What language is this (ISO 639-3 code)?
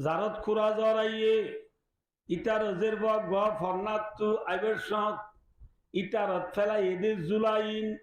rhg